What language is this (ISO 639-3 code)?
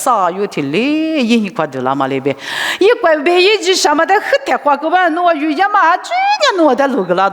lis